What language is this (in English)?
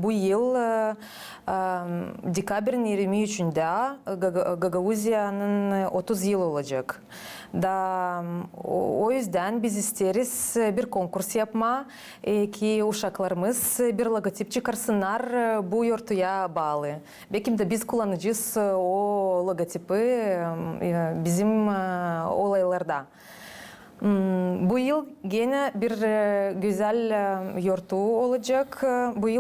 Gagauz